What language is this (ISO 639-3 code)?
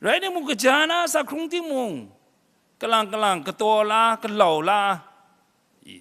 kac